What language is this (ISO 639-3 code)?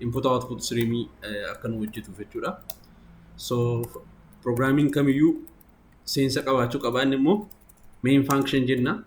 orm